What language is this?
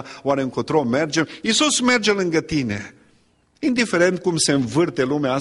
Romanian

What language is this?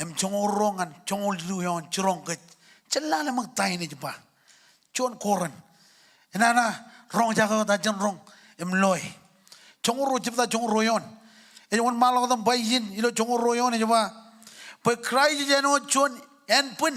Marshallese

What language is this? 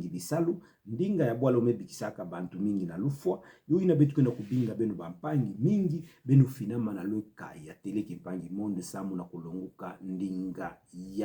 Kituba (Democratic Republic of Congo)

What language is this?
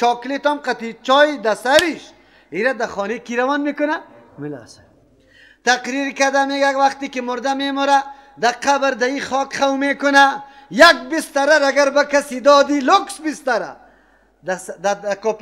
Persian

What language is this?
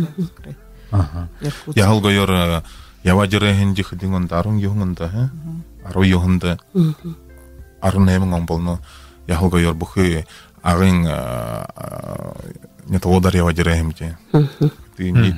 Buriat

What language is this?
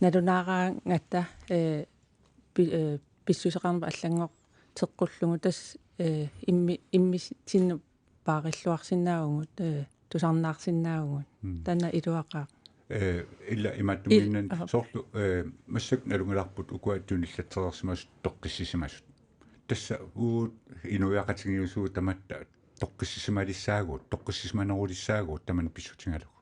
Kalaallisut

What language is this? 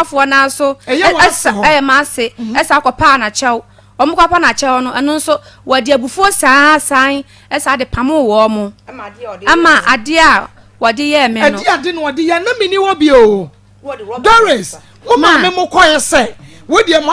Akan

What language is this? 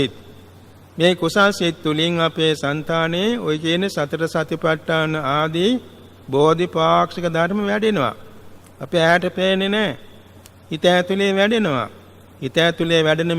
Sinhala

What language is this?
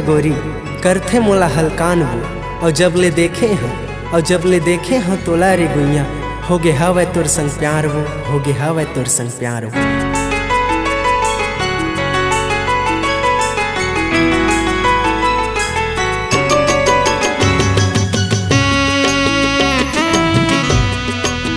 Chhattisgarhi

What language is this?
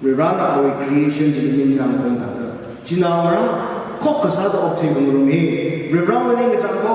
Tangkhul Naga (India)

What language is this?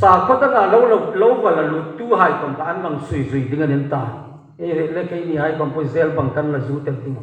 Hmar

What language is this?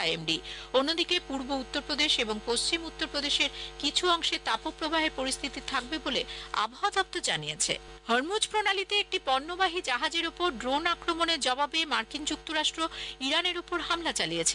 Bangla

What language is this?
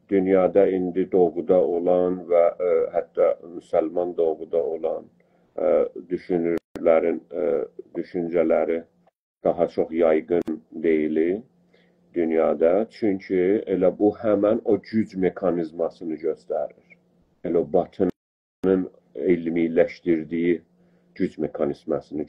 South Azerbaijani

